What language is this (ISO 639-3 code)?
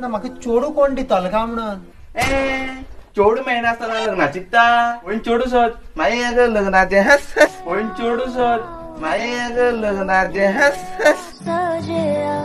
kok